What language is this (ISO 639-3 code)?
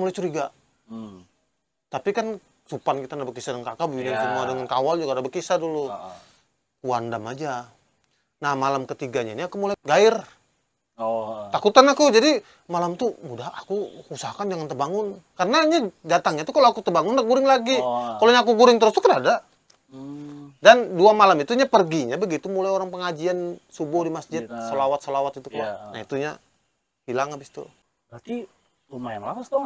bjn